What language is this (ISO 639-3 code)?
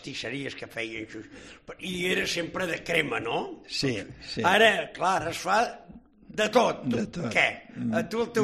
cat